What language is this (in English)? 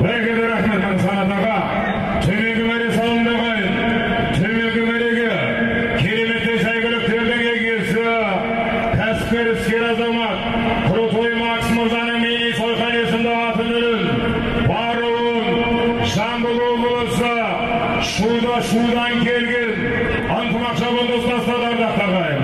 Kazakh